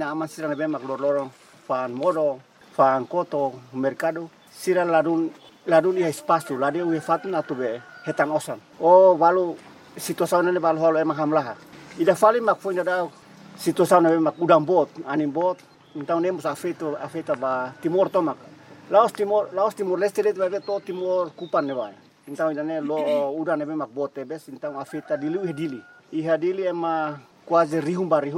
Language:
Tetum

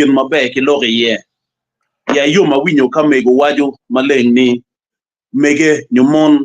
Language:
Acoli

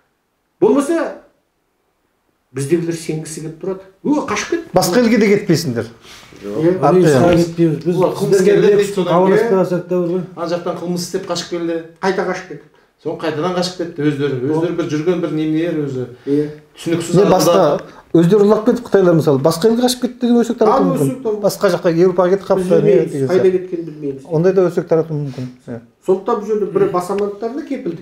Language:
Kazakh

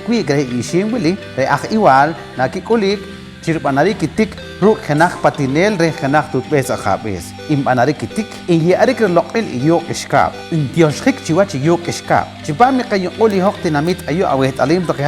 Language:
Poqomchi'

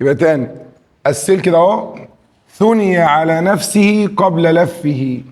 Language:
Egyptian Arabic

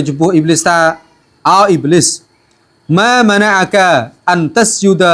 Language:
Khmer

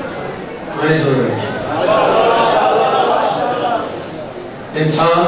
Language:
Urdu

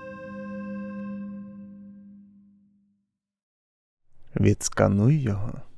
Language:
Ukrainian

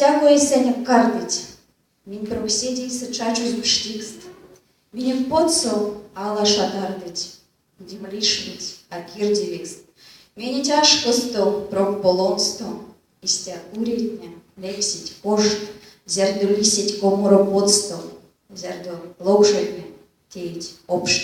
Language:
Erzya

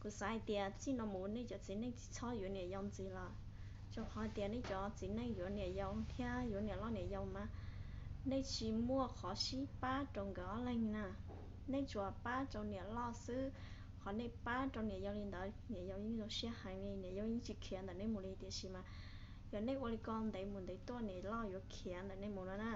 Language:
Hmong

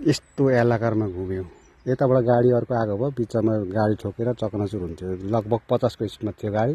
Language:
Nepali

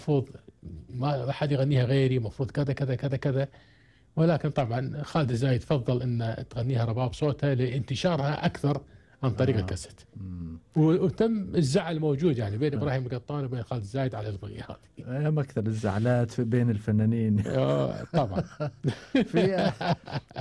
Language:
Gulf Arabic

